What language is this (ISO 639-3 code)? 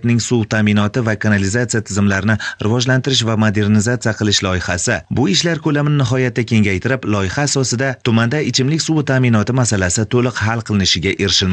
uzb